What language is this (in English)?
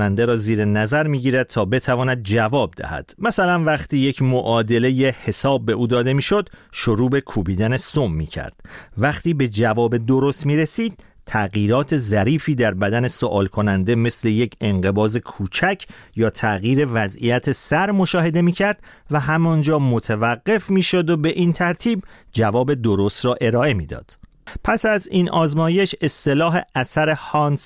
Persian